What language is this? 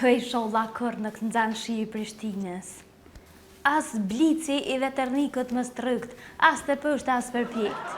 Albanian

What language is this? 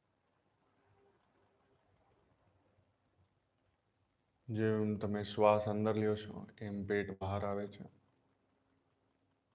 Gujarati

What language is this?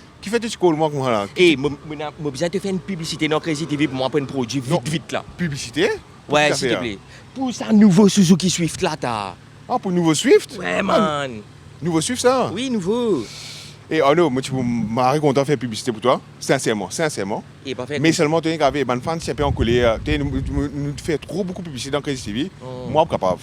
Morisyen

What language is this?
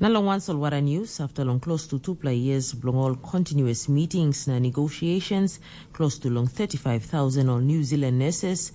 Tok Pisin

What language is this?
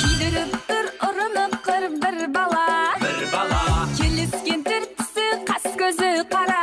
Kara-Kalpak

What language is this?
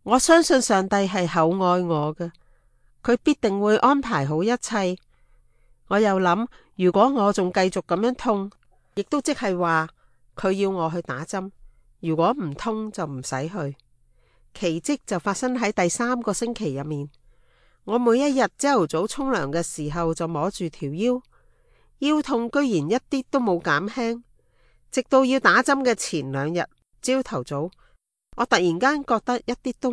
Cantonese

